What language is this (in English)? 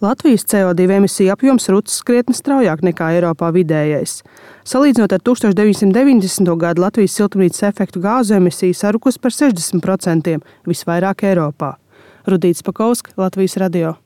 Latvian